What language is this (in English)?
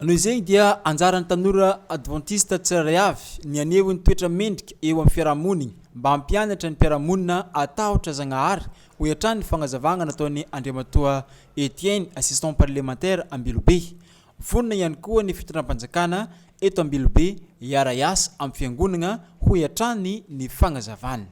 Malagasy